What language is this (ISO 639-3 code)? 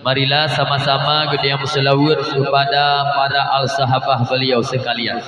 ace